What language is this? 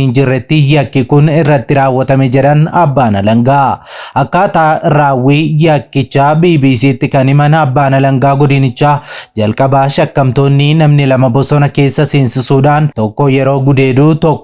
Oromo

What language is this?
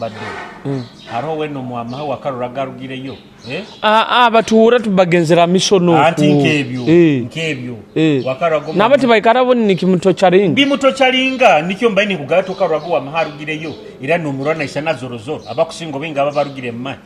Nyoro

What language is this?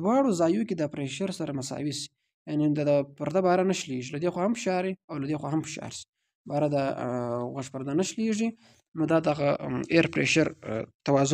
Pashto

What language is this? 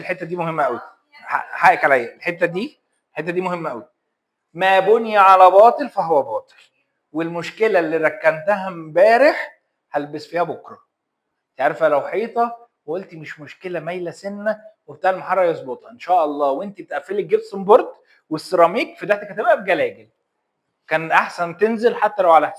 Egyptian Arabic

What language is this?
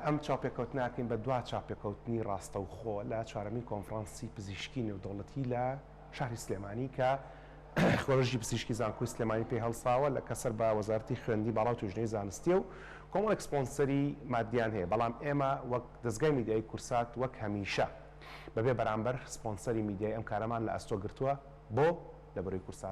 Central Kurdish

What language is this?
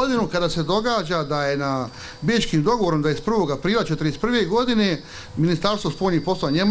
Bosnian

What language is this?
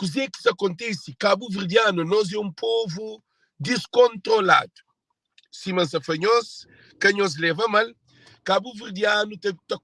Kabuverdianu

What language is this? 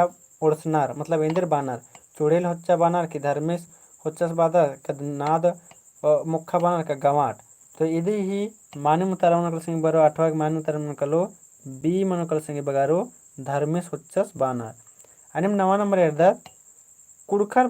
Kurukh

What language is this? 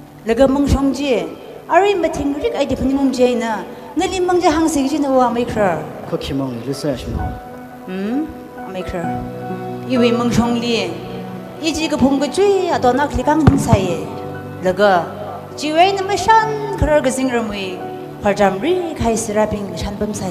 Tangkhul Naga (India)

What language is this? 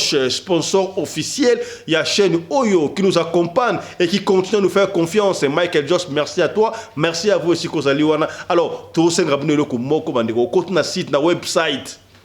Lingala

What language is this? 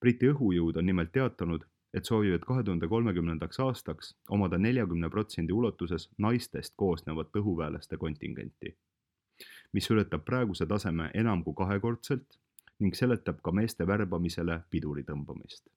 Estonian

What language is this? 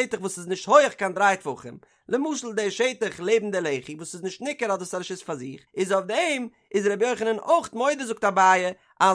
Yiddish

